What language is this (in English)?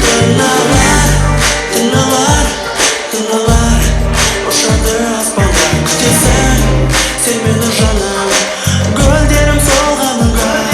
Kara-Kalpak